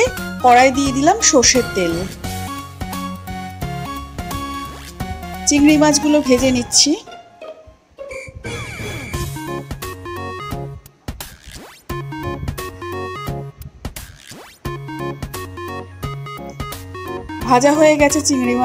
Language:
Bangla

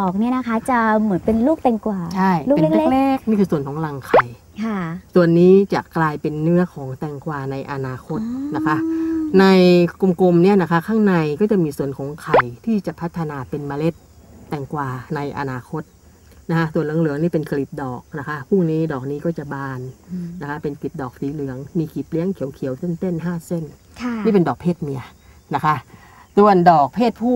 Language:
Thai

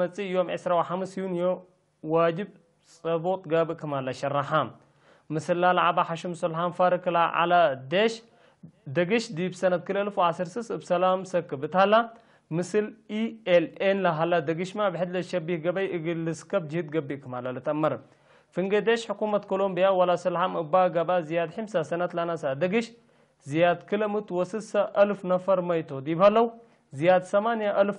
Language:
Tigre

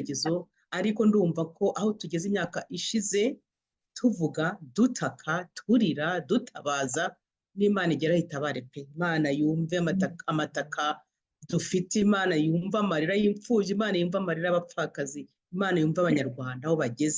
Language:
Kinyarwanda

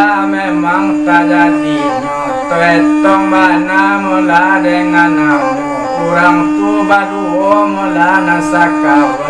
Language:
Minangkabau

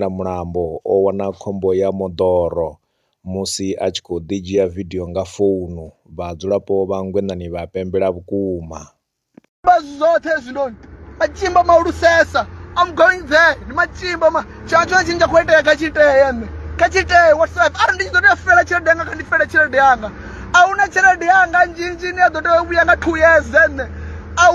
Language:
Venda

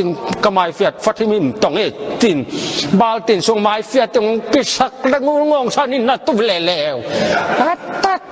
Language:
Tedim Chin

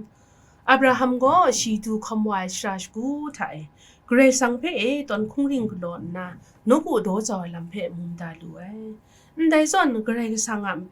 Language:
Kachin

